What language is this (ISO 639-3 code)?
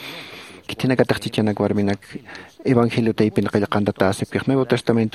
aym